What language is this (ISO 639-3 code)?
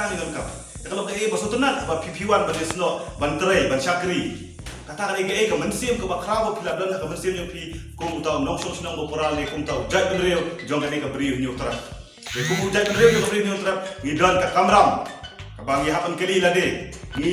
kha